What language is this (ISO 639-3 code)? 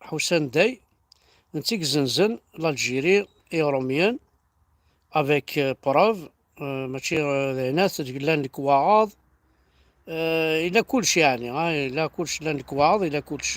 kab